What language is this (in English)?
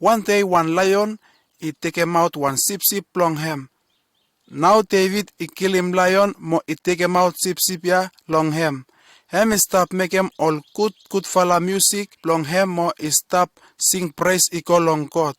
Bislama